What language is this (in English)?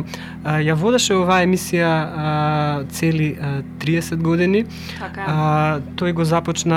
Macedonian